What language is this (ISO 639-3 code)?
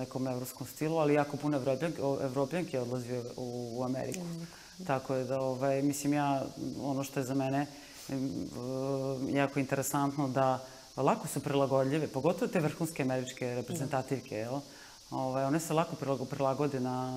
srp